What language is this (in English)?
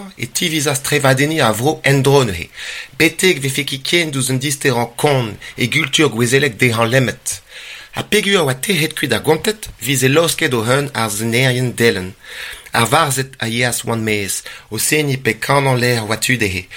Breton